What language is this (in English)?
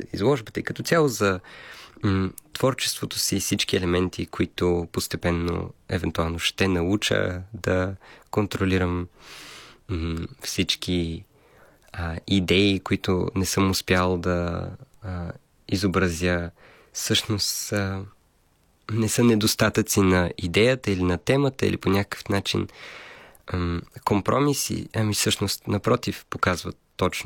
Bulgarian